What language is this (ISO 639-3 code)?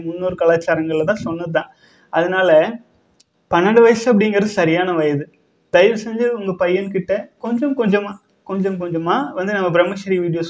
tam